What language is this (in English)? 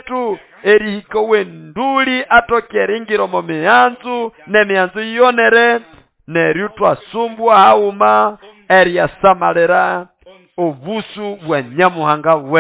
Nande